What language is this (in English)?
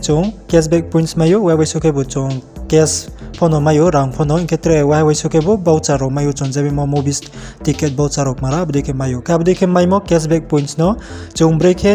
Riang (India)